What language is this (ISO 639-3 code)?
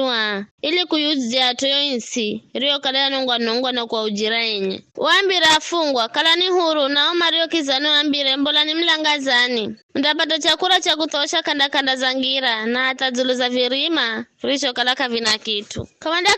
nyf